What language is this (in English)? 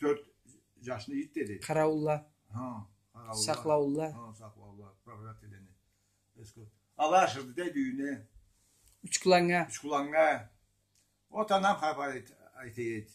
Karachay-Balkar